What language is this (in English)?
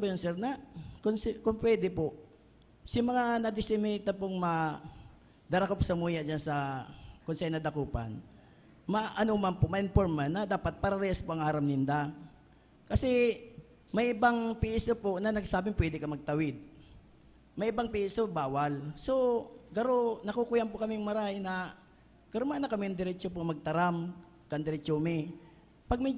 Bikol